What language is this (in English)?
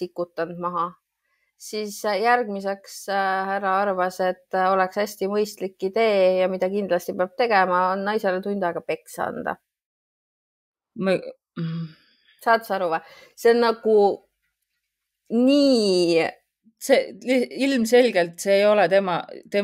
Estonian